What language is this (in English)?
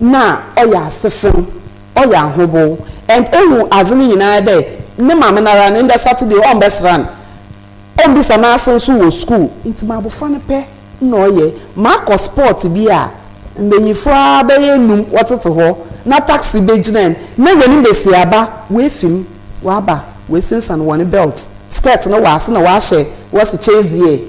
Akan